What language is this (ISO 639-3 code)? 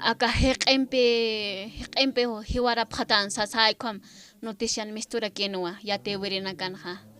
aym